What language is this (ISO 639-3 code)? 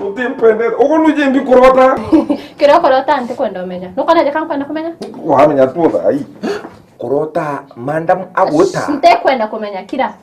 mer